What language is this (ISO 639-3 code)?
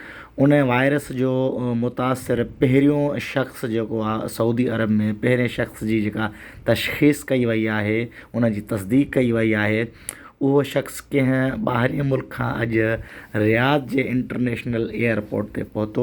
snd